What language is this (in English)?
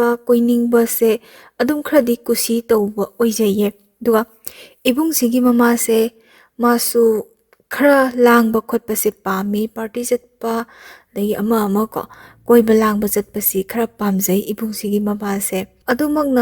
Manipuri